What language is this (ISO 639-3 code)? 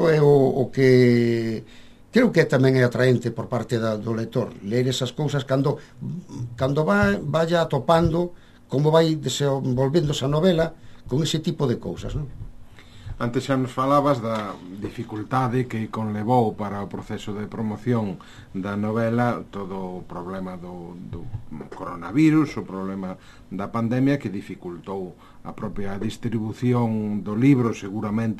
glg